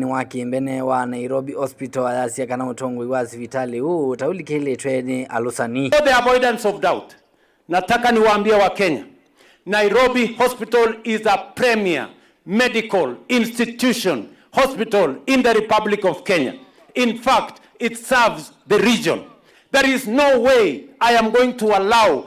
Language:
Kamba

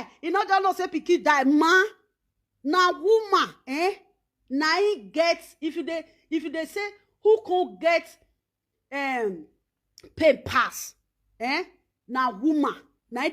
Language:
Nigerian Pidgin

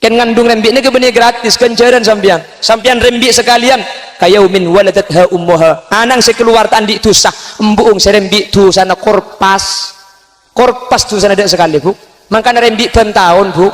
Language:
Madurese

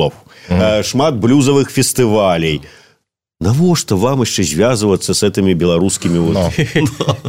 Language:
Belarusian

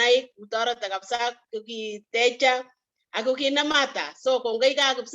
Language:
Kalenjin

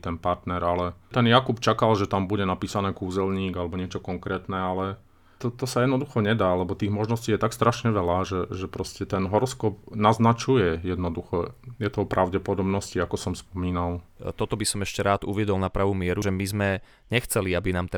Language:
Slovak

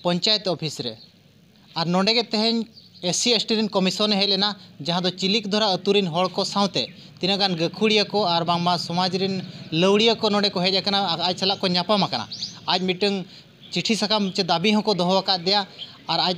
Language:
Santali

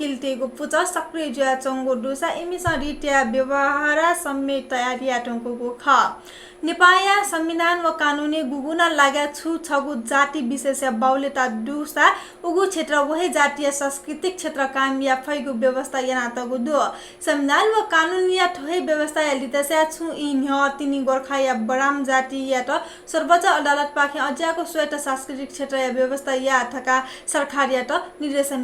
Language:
Newari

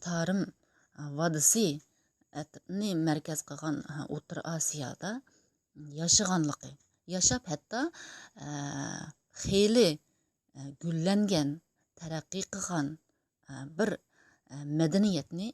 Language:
Uyghur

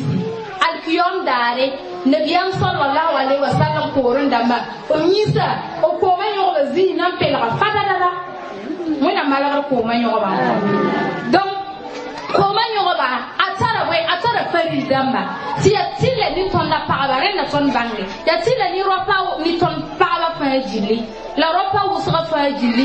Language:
Mossi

